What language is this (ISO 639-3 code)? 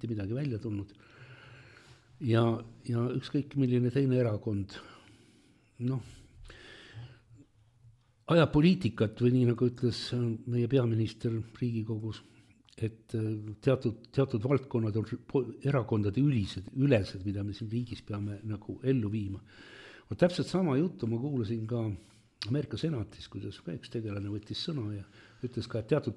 est